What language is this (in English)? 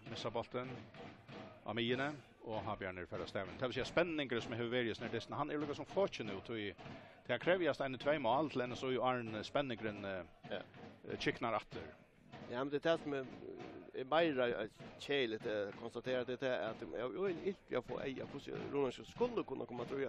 Faroese